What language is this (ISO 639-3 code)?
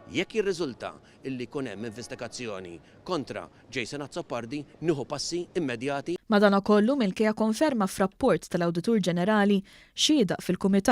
mlt